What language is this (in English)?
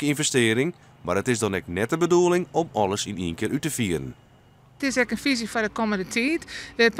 Western Frisian